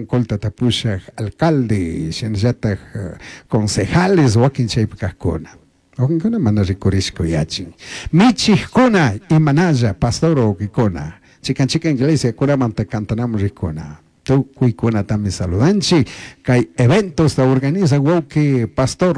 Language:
Chimborazo Highland Quichua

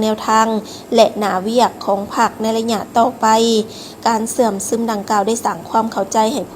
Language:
Lao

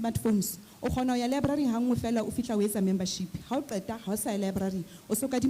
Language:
Southern Sotho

